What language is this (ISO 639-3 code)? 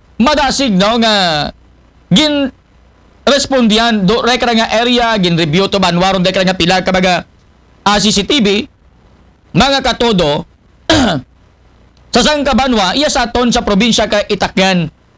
akl